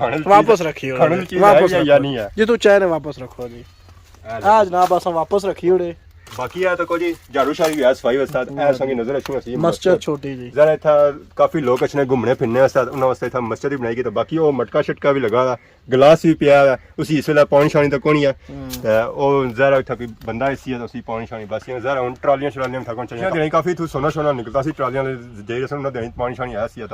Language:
Pahari-Potwari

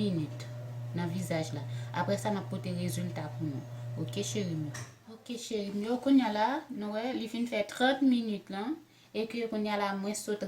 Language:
Haitian Creole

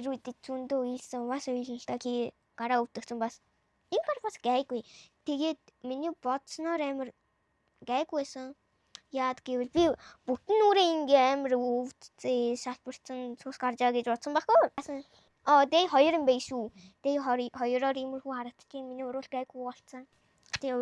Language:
Mongolian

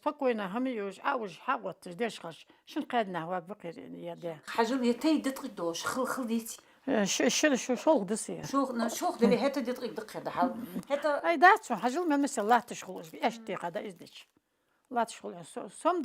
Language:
Ingush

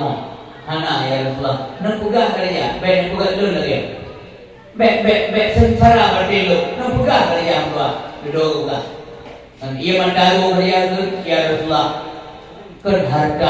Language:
Achinese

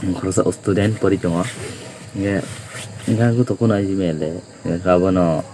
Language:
Kok Borok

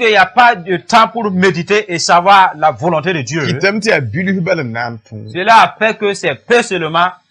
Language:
Mossi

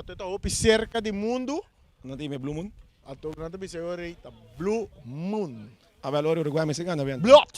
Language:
Papiamento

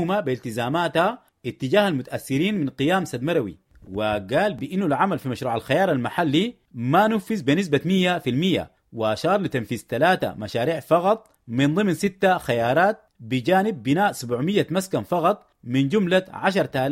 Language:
Sudanese Arabic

